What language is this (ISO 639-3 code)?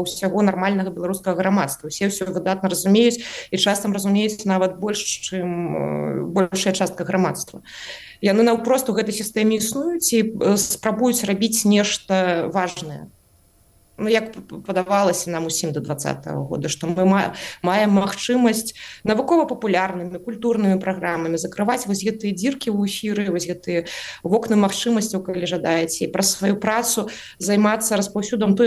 bel